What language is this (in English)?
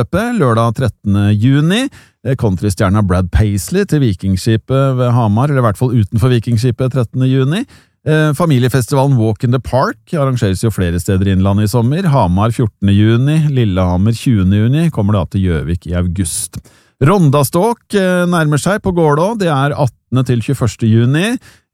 Norwegian